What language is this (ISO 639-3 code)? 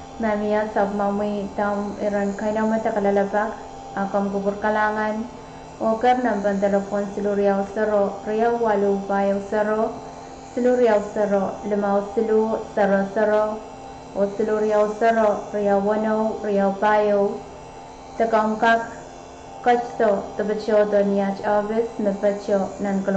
pon